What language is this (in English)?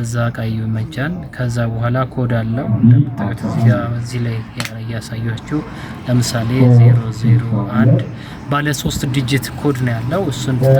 Amharic